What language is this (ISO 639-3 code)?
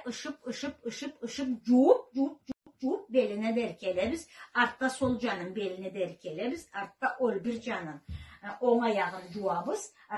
krc